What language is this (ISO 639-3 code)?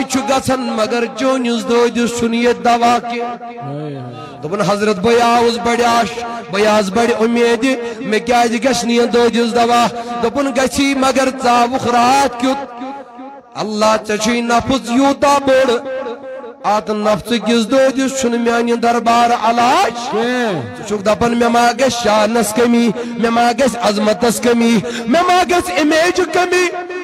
kas